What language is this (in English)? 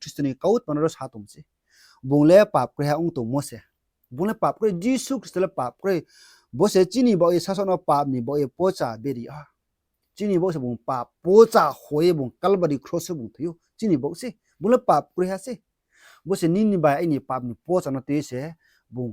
Riang (India)